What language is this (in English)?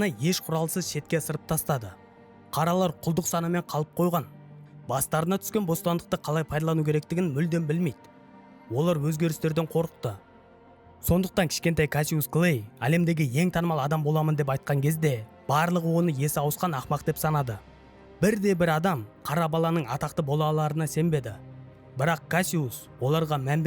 Kazakh